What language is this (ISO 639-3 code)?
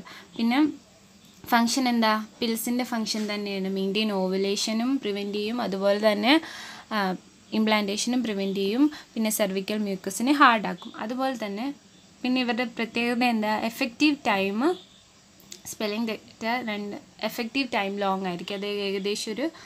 mal